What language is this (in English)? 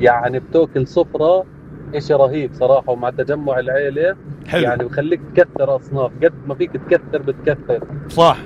North Levantine Arabic